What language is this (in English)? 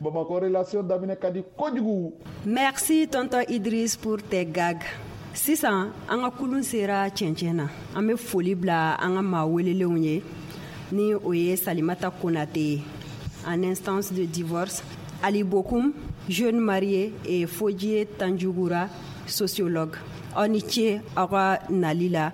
Bambara